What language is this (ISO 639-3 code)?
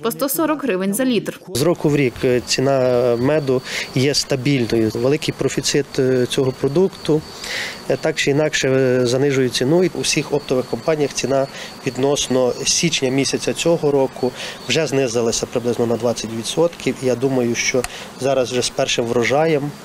ukr